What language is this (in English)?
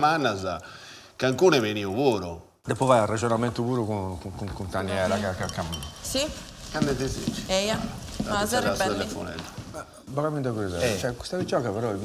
Sardinian